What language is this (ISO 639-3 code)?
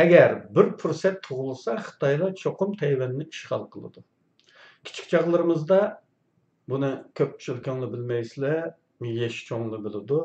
uig